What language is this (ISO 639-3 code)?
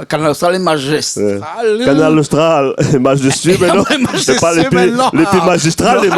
rcf